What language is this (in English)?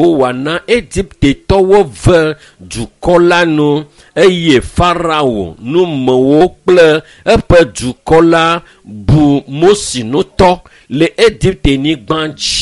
Ewe